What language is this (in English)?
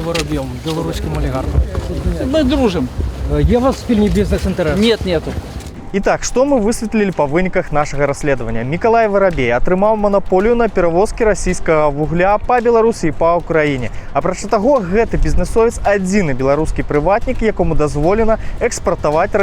Belarusian